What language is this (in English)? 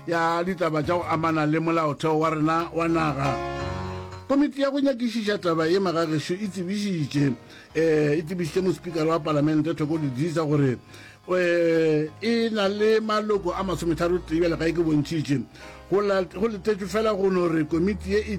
Northern Sotho